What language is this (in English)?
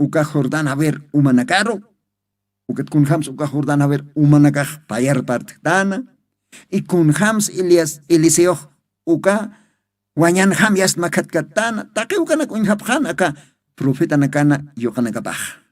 Aymara